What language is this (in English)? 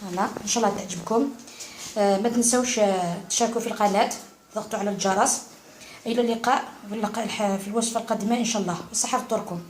Algerian Arabic